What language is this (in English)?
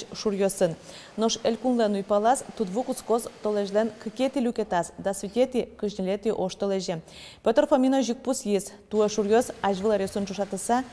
Udmurt